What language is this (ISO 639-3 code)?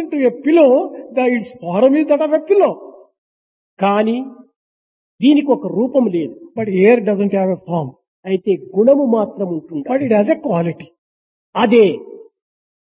tel